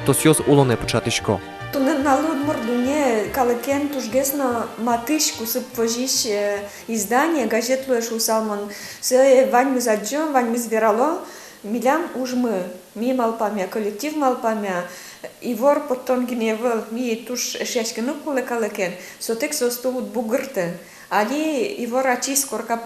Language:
Udmurt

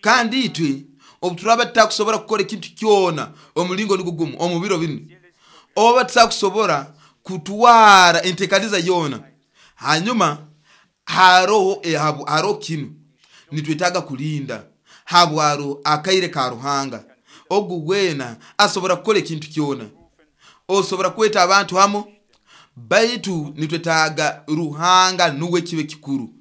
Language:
Nyoro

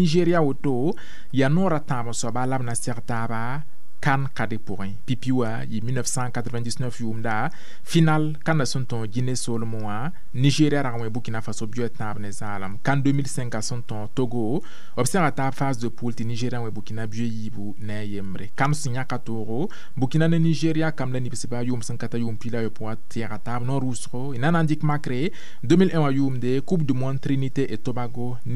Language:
Mossi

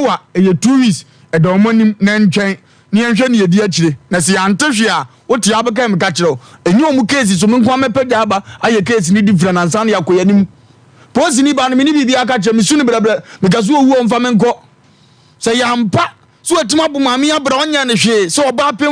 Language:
Akan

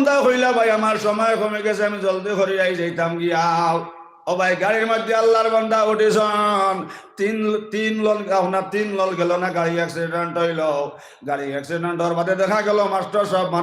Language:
Sylheti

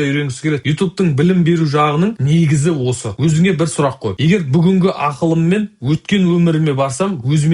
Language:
Kazakh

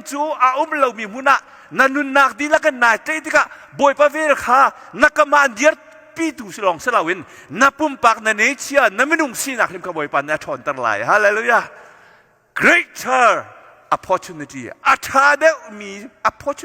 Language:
Hakha Chin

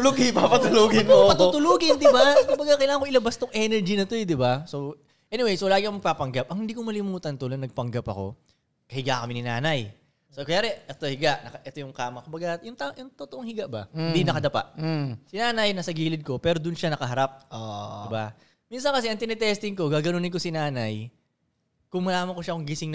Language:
Filipino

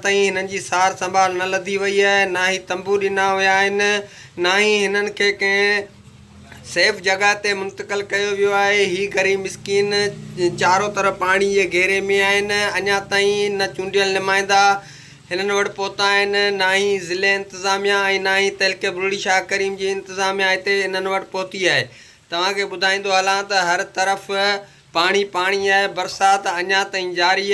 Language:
Sindhi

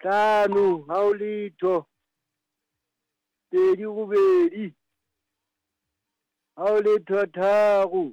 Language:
Southern Sotho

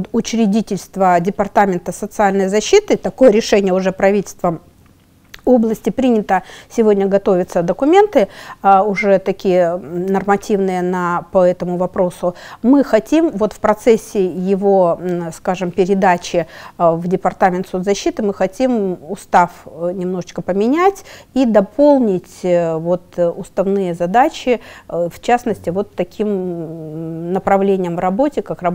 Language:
Russian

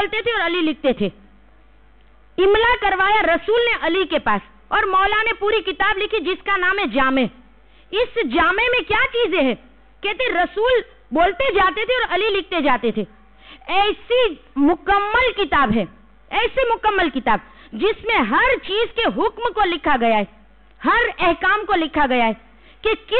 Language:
Urdu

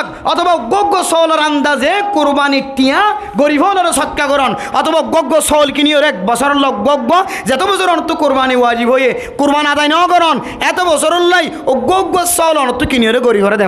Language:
Rohingya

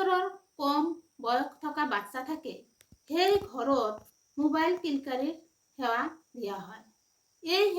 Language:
Assamese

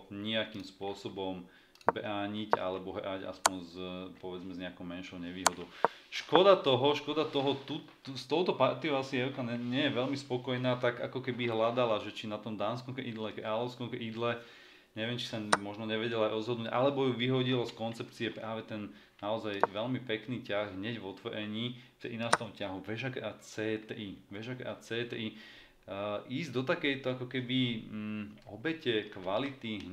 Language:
Slovak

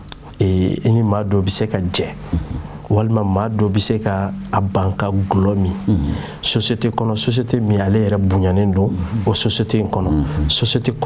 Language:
Bambara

